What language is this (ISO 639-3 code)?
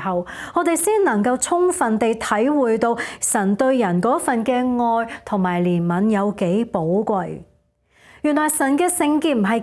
yue